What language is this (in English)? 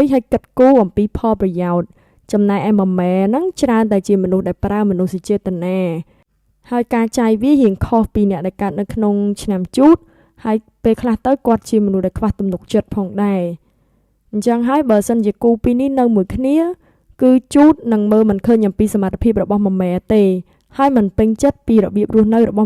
Khmer